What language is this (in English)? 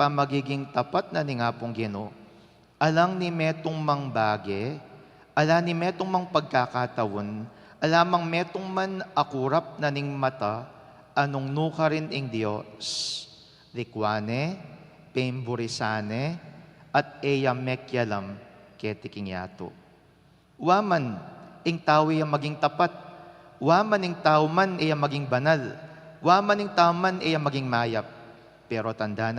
Pampanga